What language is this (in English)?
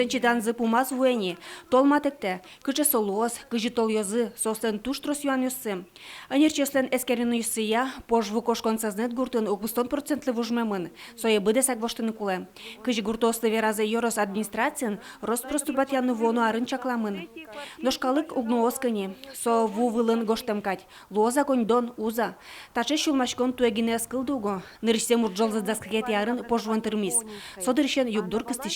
Udmurt